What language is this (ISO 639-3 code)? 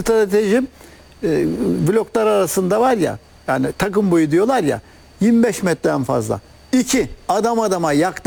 tur